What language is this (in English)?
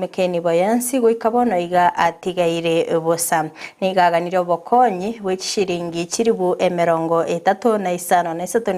Gusii